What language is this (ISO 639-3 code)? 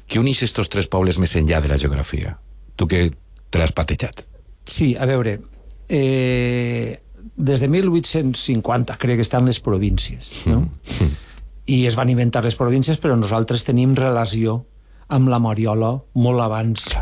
cat